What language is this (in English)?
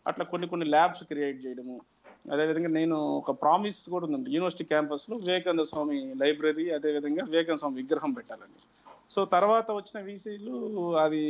Telugu